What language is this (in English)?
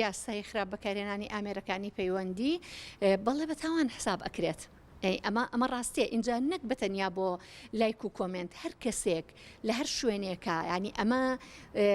Central Kurdish